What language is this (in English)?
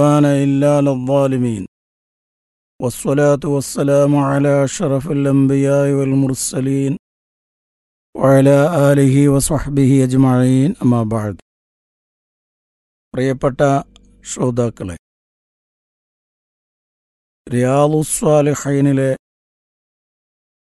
Malayalam